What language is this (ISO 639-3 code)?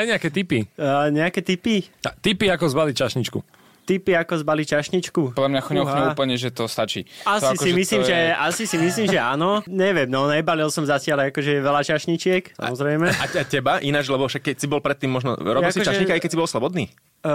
slk